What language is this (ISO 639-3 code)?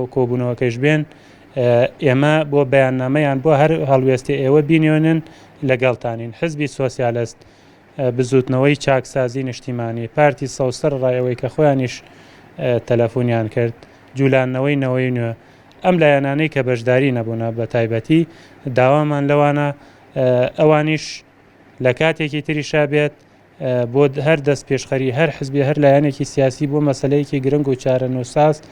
ckb